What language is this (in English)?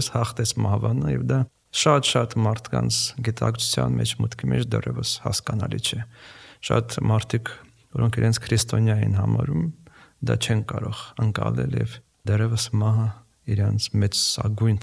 Armenian